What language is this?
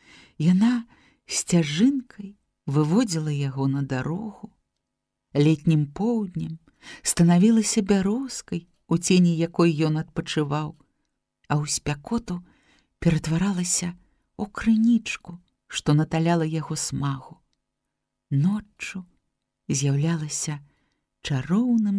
Belarusian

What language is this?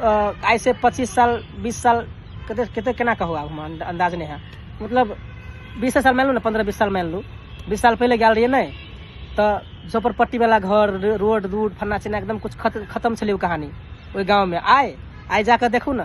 Maithili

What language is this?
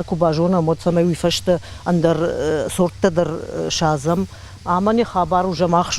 Ossetic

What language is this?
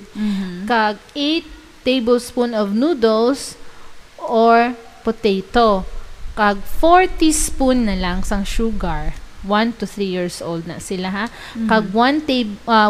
Hiligaynon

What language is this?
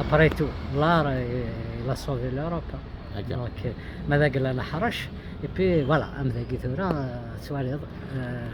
Kabyle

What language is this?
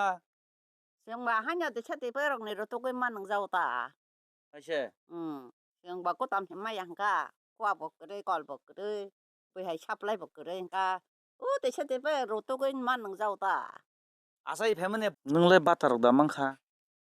Kok Borok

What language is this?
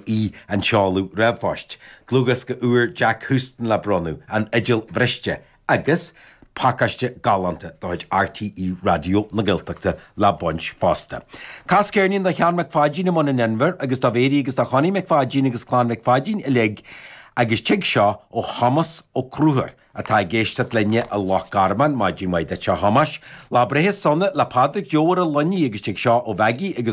Irish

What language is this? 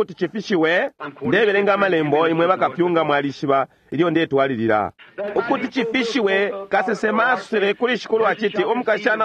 Bemba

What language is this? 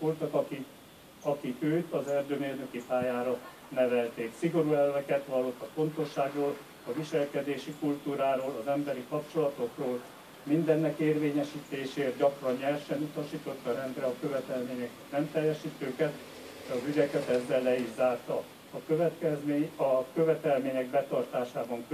Hungarian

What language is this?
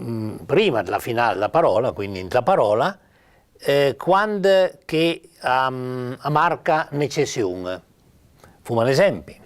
Piedmontese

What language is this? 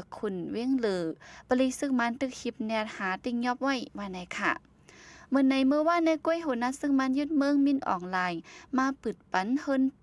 Shan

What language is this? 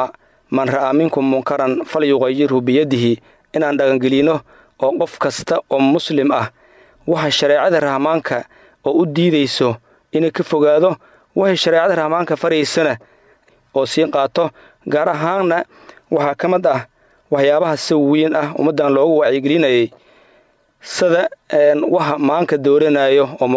Somali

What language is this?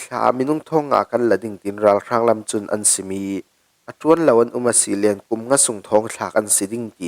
Falam Chin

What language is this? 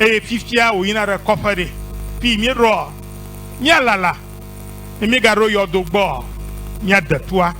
Ewe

